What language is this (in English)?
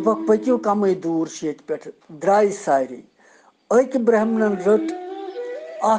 Kashmiri